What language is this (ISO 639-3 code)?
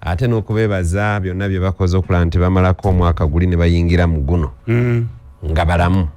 lug